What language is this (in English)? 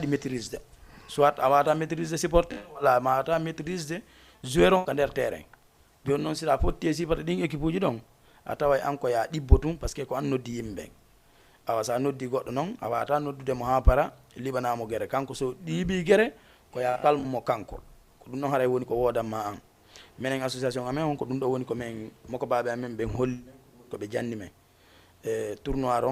Fula